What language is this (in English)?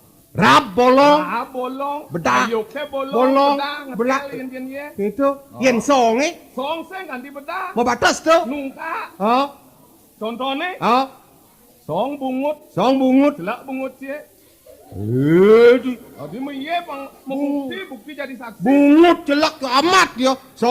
Balinese